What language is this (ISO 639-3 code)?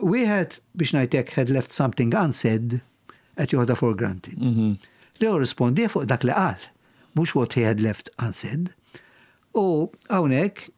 mlt